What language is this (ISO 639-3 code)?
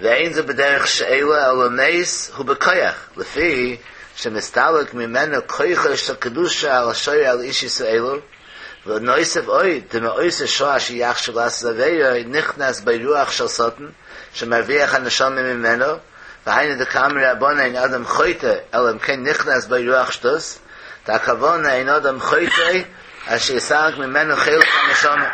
yid